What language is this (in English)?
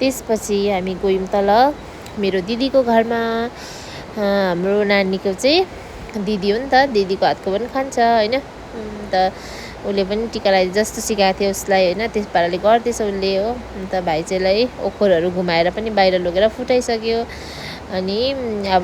Nepali